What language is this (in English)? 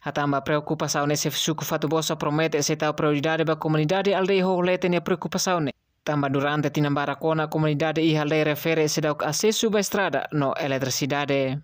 Tetum